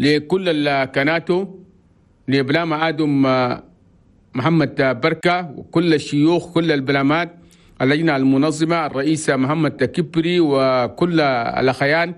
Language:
Chadian Arabic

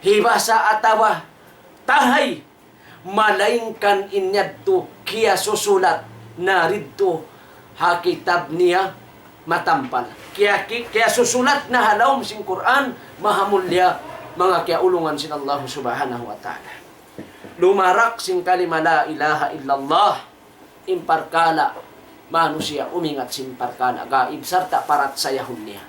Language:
Tausug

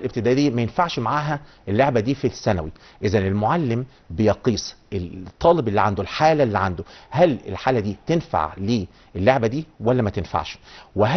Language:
Egyptian Arabic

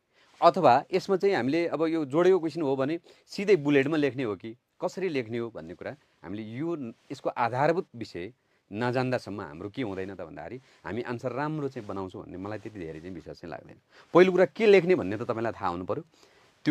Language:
Nepali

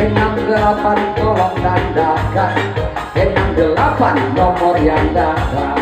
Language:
Minangkabau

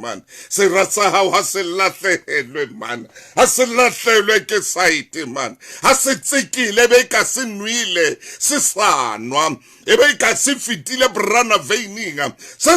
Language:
Southern Sotho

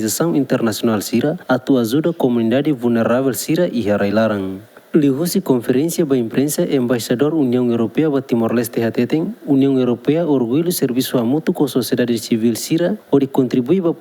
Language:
Tetum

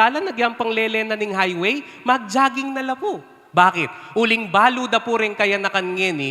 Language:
Pampanga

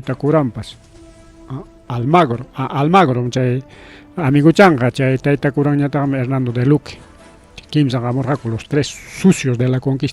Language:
Ayacucho Quechua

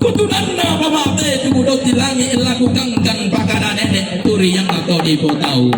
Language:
Toraja-Sa'dan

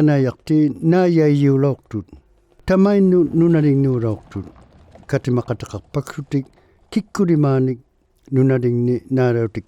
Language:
Inuktitut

